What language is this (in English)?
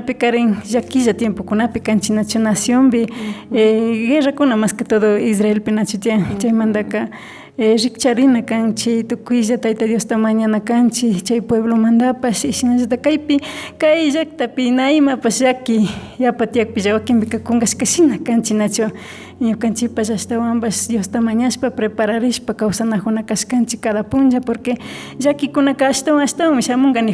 Imbabura Highland Quichua